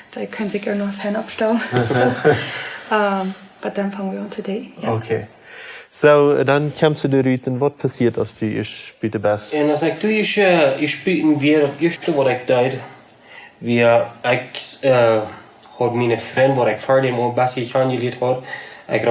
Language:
Plautdietsch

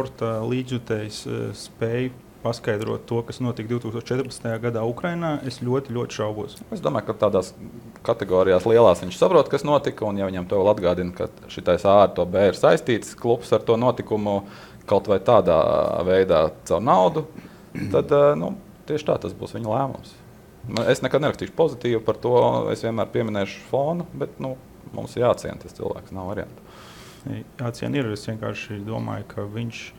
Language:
Latvian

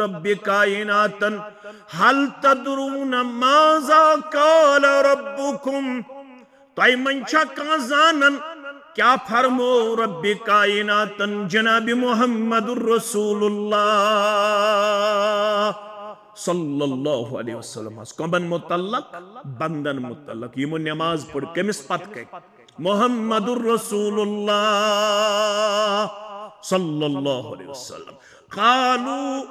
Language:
Kashmiri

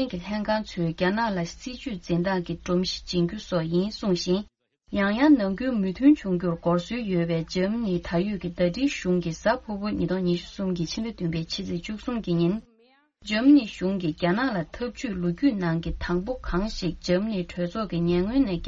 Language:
Tibetan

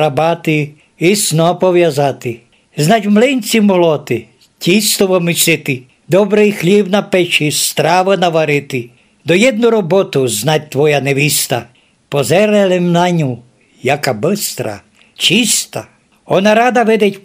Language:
Rusyn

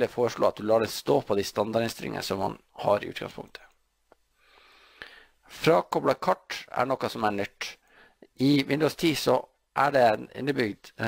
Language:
Norwegian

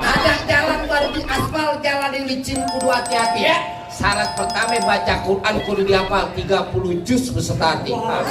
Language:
Betawi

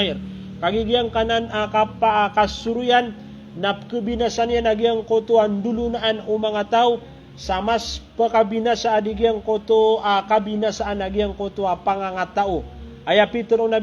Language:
Maranao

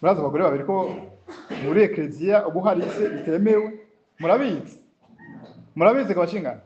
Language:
Rundi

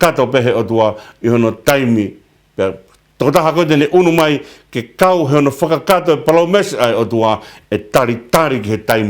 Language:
Tongan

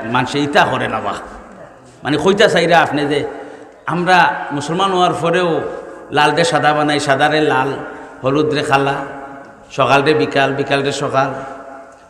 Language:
Sylheti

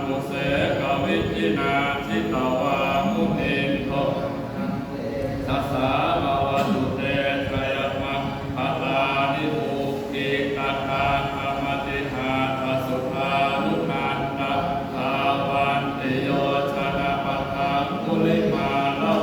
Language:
Pali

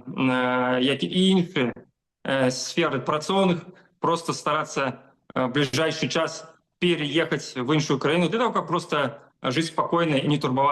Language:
Belarusian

